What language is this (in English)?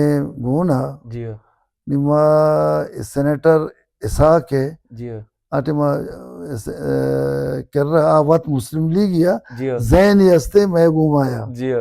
Baluchi